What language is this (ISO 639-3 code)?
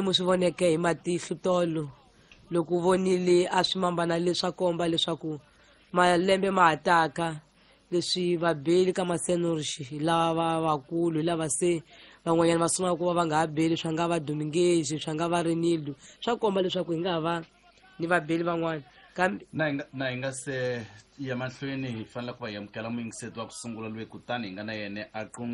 tso